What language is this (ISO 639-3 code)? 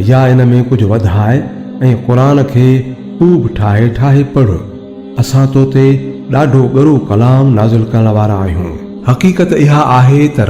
snd